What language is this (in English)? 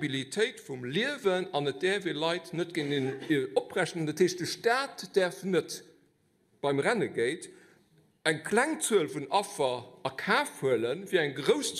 Luxembourgish